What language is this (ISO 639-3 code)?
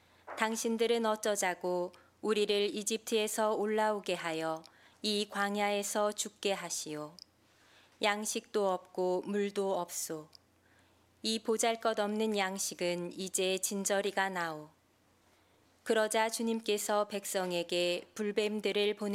kor